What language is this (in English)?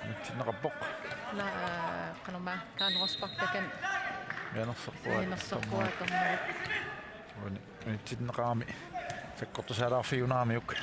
Kalaallisut